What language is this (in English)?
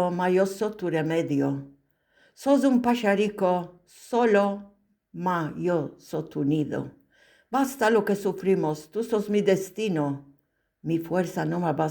Ladino